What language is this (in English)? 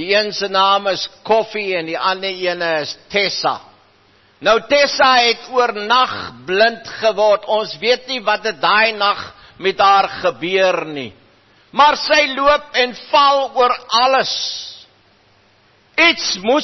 Afrikaans